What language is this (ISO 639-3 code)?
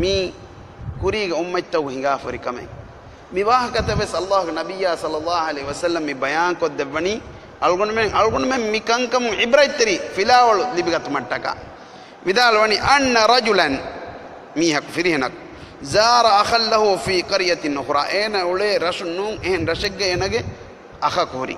div